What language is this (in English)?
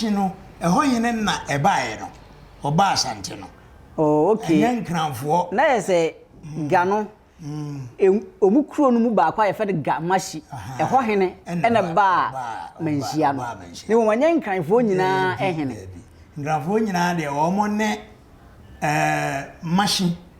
Akan